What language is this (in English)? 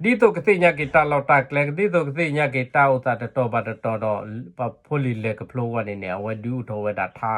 S'gaw Karen